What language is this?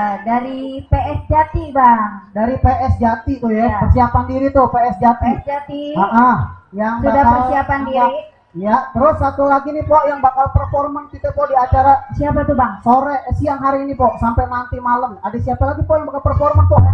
Betawi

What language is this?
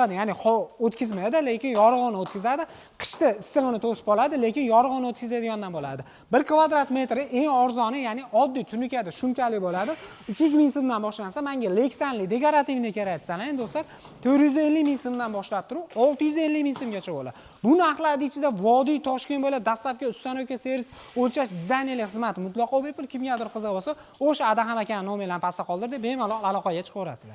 Uzbek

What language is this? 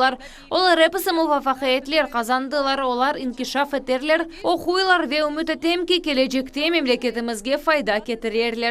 Crimean Tatar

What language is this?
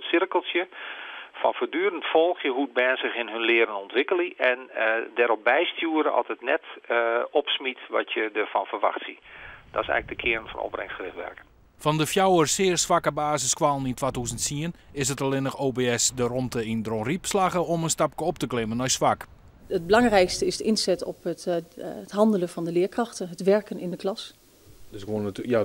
Western Frisian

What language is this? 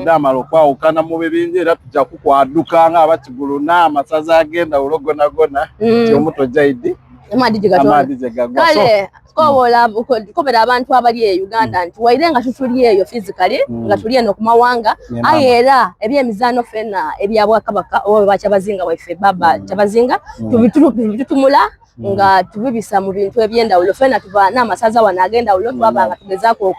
Soga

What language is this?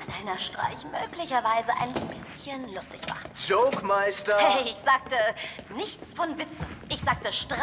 Swiss German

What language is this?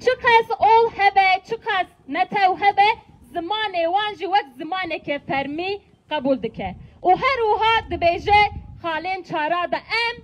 Kurdish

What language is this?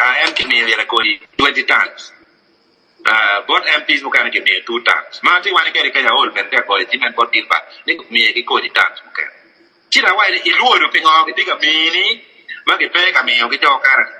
Acoli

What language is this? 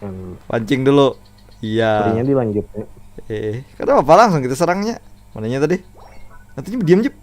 Banjar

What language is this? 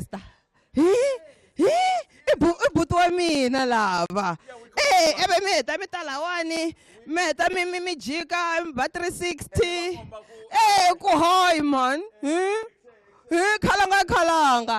Tsonga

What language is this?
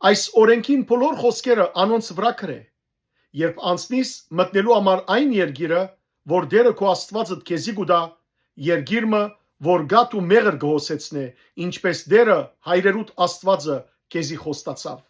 Western Armenian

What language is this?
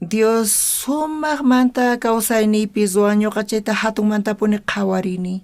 South Bolivian Quechua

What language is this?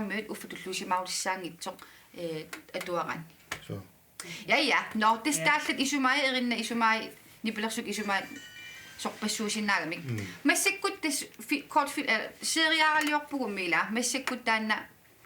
Kalaallisut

